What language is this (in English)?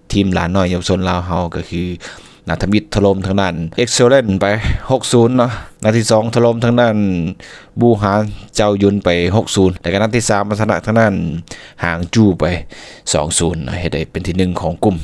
Lao